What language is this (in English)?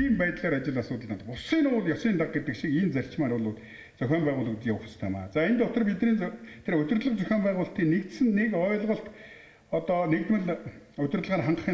Mongolian